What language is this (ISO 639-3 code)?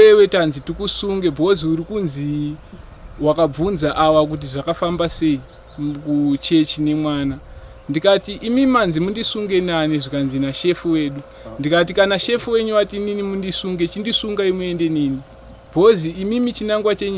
sna